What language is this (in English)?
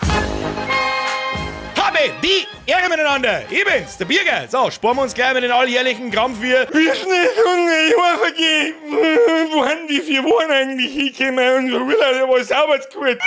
Bavarian